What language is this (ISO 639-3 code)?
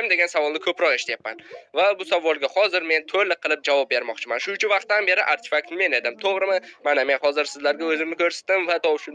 uzb